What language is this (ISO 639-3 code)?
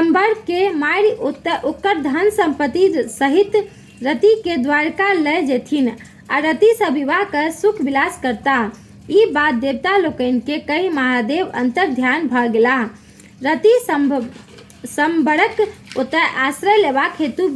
mai